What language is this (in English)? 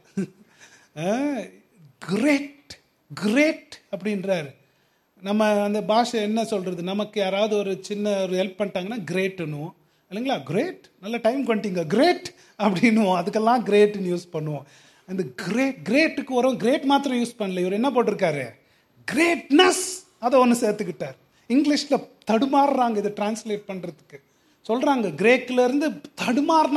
Tamil